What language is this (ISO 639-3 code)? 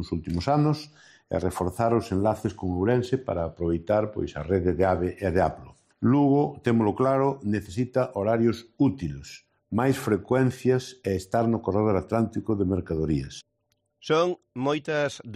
glg